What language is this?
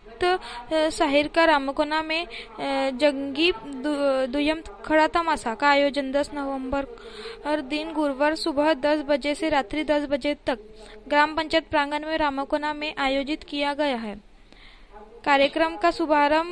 Marathi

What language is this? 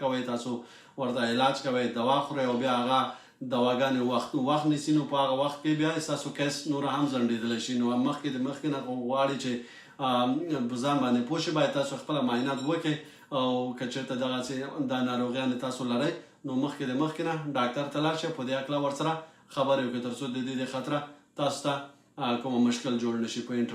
Pashto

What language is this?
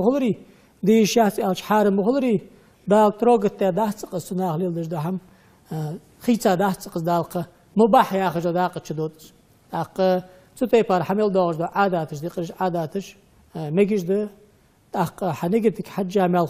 Ingush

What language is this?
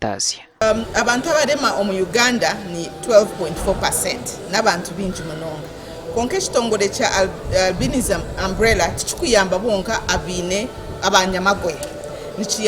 Nyankole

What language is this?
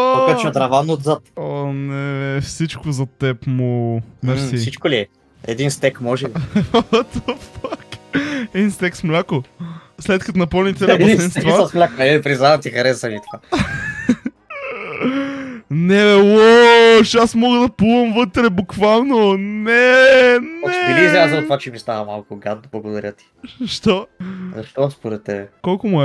Bulgarian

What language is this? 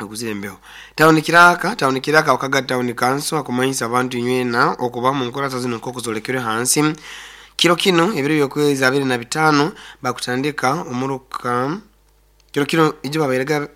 Nyoro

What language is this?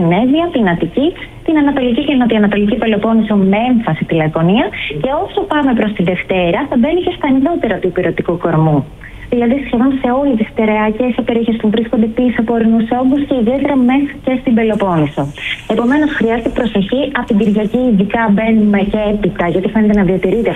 Greek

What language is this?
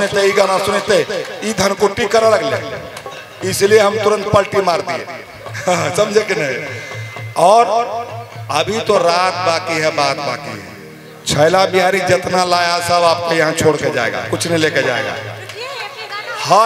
Bhojpuri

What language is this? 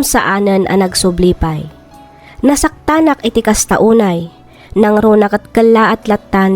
Iloko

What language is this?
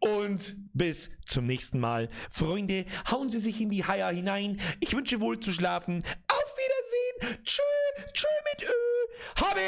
Bavarian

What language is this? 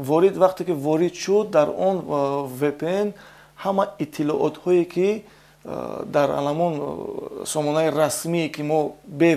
Tajik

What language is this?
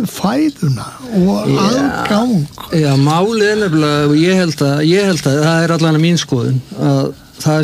Icelandic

